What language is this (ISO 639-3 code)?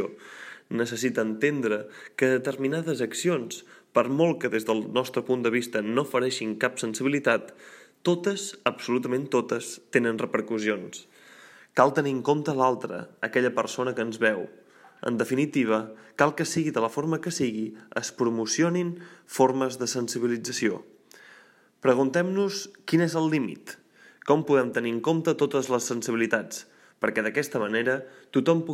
cat